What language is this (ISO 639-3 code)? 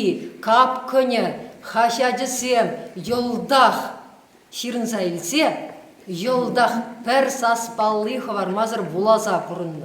chv